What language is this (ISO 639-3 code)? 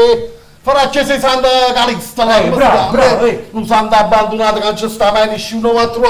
nap